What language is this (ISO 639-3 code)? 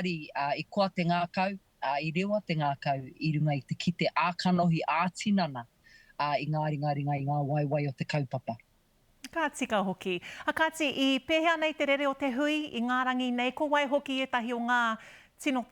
mri